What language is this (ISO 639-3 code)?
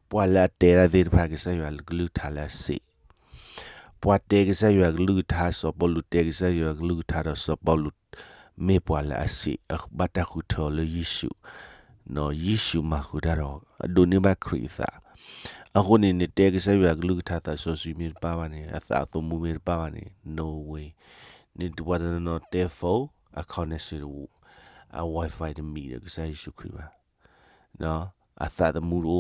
ksw